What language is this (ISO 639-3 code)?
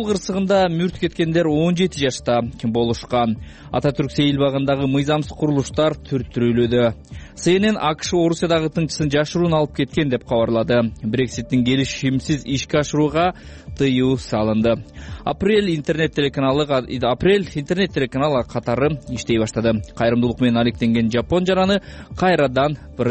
kir